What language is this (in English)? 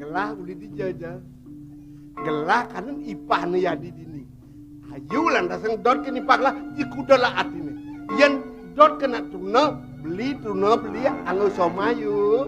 Balinese